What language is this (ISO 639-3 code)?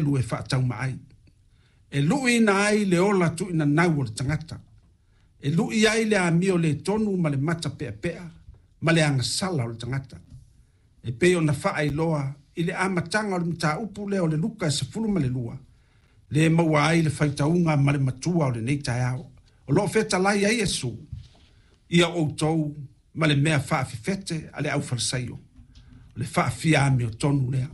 smo